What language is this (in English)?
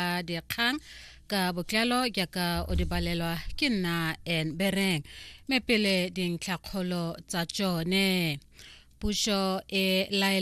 Tswana